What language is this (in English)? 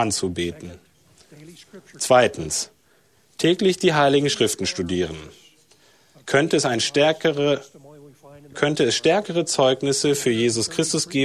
German